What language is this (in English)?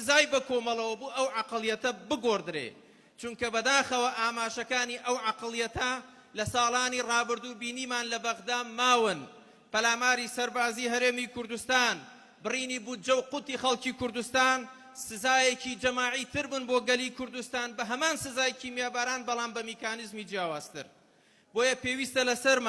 Central Kurdish